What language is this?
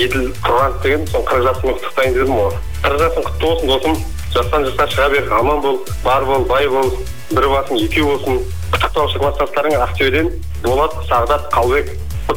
Kazakh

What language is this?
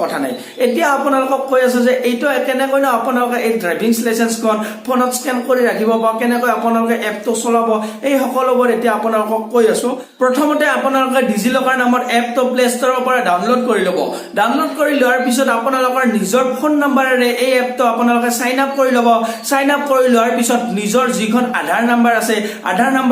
Assamese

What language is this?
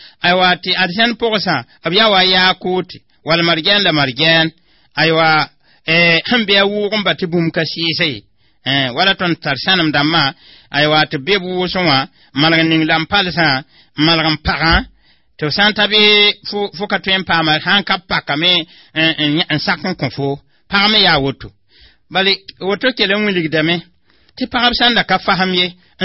Mossi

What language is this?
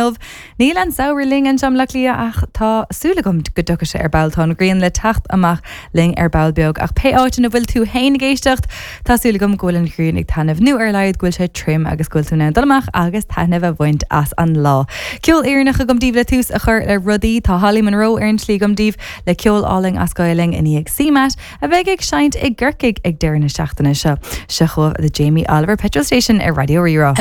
Irish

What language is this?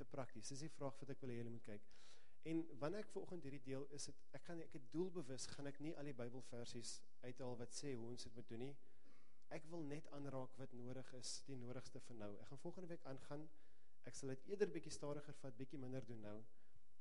Afrikaans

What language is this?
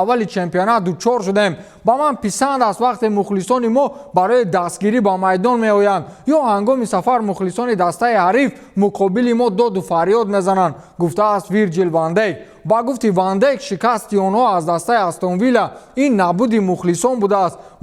Tajik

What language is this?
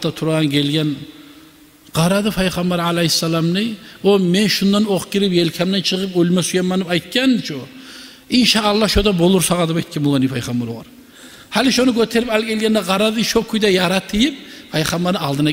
Kumyk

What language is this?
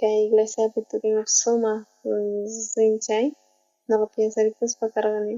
South Bolivian Quechua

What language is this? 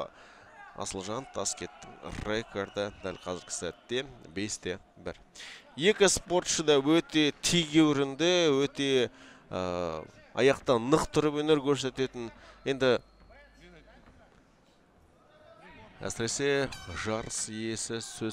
Kazakh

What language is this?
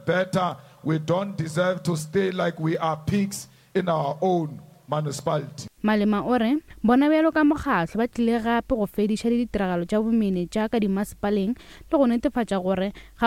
Northern Sotho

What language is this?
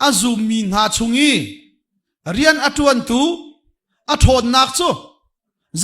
Hakha Chin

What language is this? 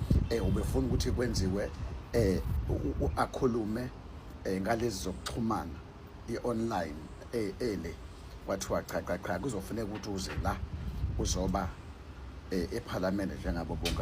Zulu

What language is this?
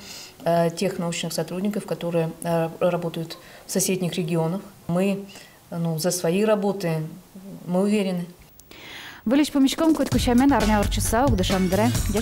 Udmurt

